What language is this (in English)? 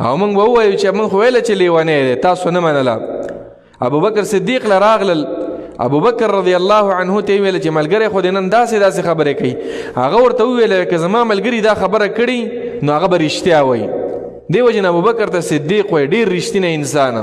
Pashto